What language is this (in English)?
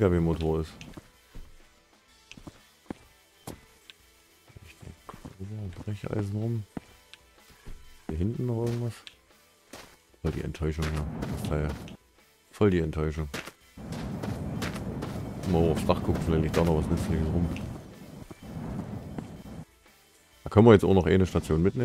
German